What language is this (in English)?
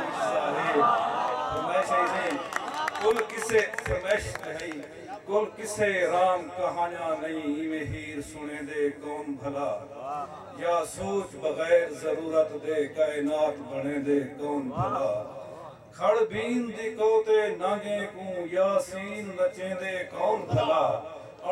Saraiki